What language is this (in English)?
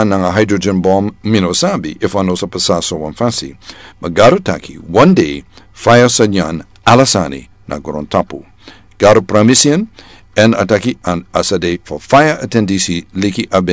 Sranan Tongo